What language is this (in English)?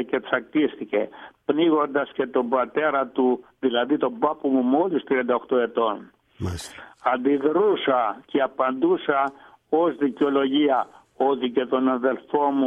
Greek